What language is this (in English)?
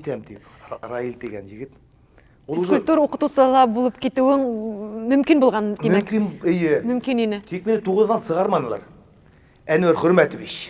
Bashkir